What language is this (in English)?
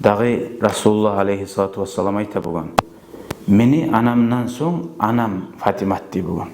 Kumyk